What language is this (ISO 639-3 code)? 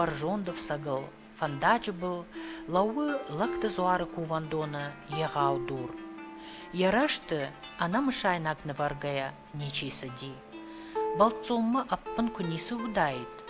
oss